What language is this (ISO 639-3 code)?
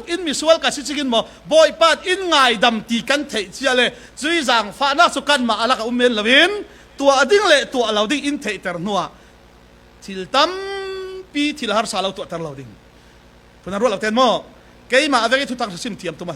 cfm